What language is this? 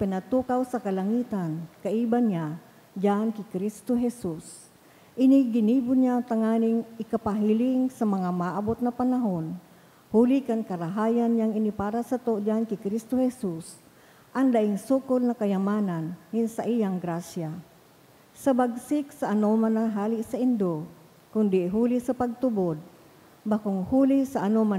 Bikol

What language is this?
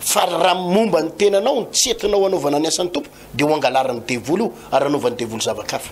Malagasy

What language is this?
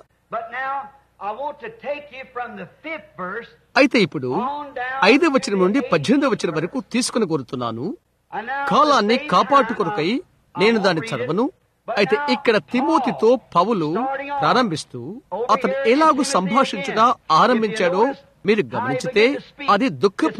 Telugu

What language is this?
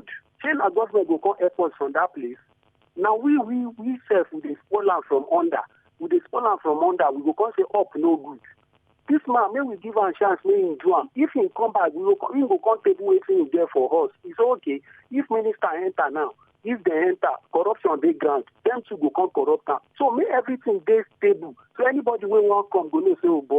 Nigerian Pidgin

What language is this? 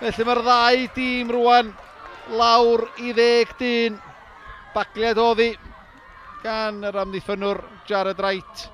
Welsh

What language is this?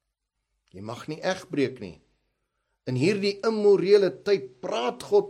Afrikaans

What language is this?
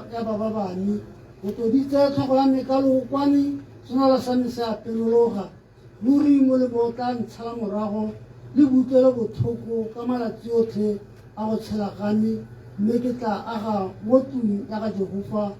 Tswana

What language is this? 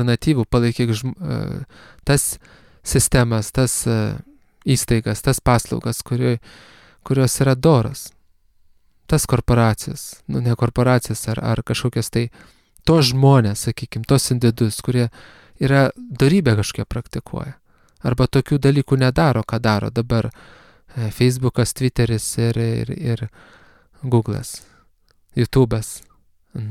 Lithuanian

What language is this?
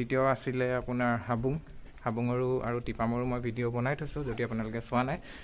Assamese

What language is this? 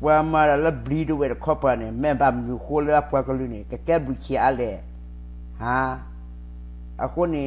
S'gaw Karen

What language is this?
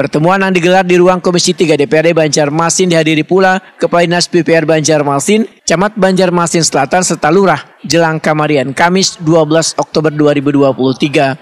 Banjar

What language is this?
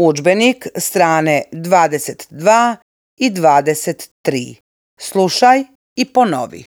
Serbian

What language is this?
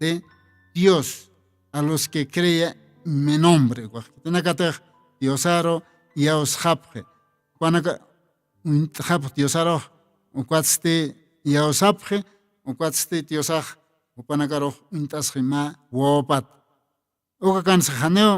Aymara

